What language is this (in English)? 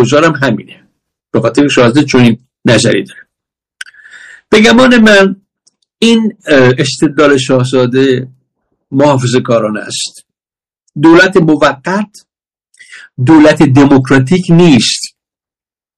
Persian